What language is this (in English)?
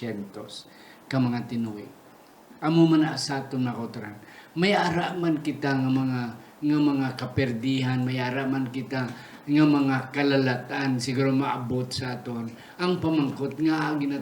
Hiligaynon